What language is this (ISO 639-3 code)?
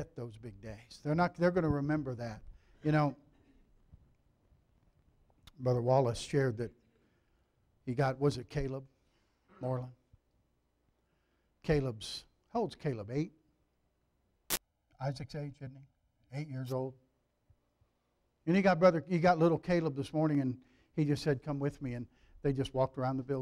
eng